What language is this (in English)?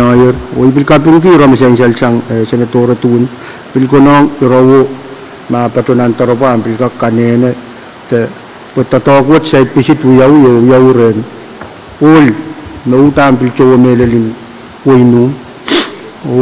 Pohnpeian